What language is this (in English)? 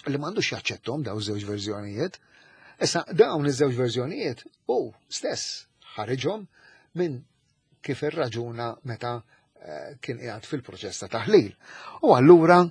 Maltese